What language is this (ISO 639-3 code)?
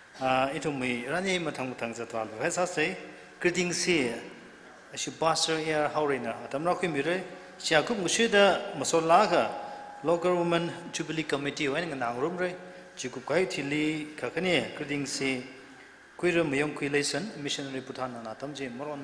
nmf